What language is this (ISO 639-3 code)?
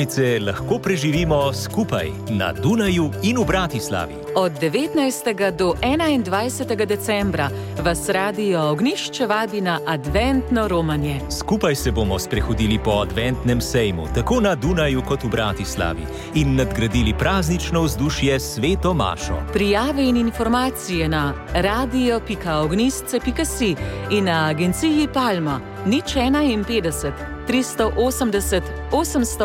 slv